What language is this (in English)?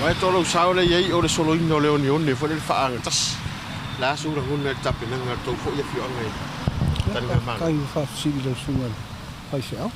Samoan